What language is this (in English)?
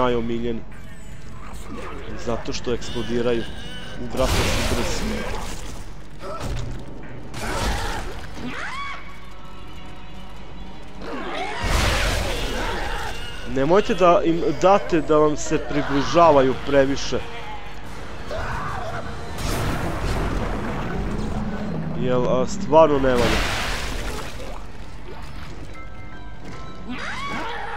Serbian